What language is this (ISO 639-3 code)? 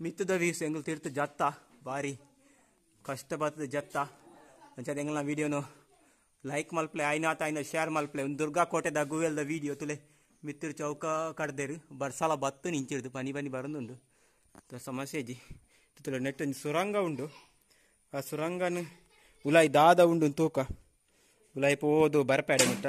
tcy